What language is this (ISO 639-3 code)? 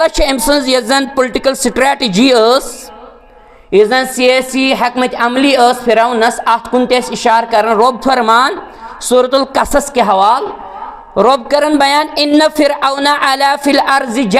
kas